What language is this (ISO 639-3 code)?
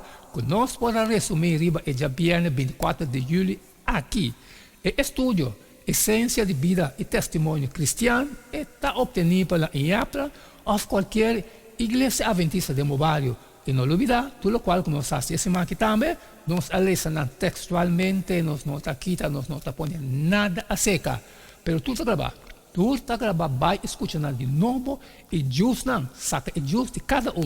pap